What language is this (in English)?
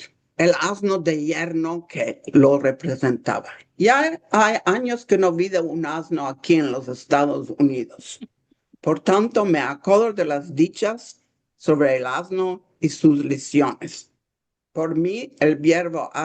Ladino